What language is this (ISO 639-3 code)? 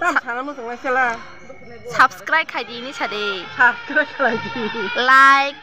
trp